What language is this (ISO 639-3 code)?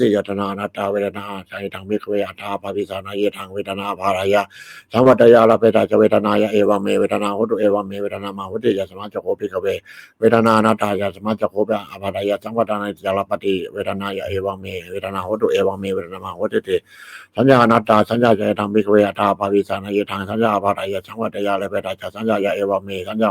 pli